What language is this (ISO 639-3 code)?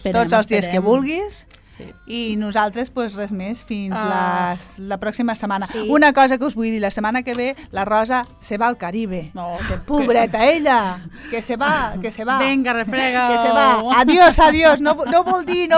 cat